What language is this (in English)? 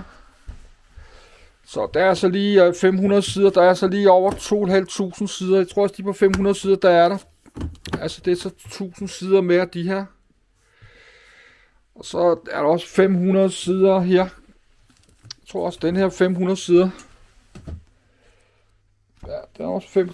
Danish